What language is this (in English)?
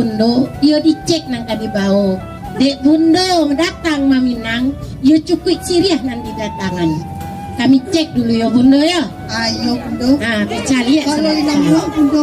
Minangkabau